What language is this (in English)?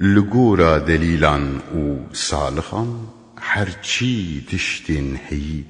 Kurdish